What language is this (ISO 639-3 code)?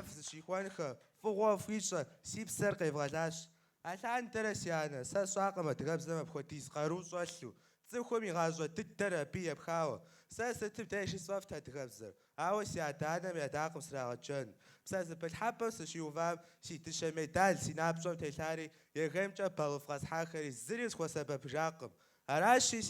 kbd